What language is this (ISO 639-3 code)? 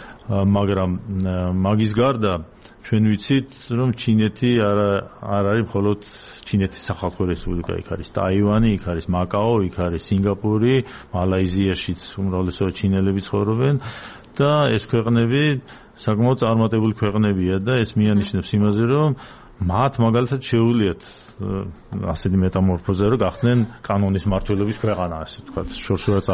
kat